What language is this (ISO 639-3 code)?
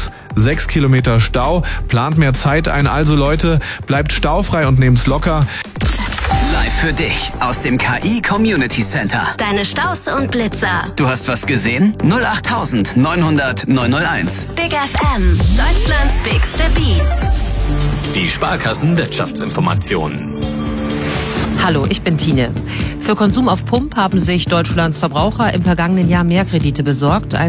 deu